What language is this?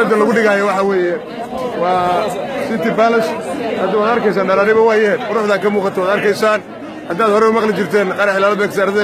Somali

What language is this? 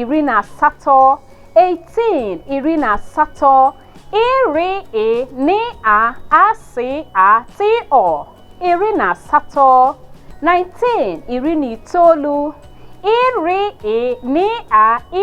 Igbo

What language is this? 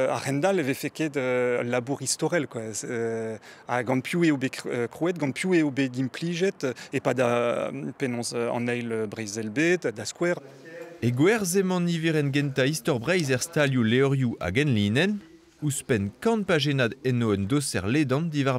Breton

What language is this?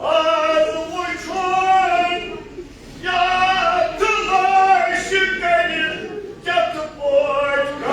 Kashmiri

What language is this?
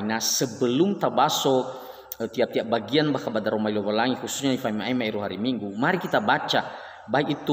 Nias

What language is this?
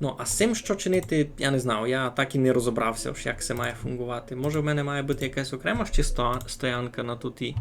Rusyn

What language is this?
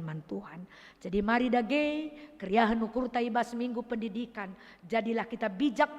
Batak Karo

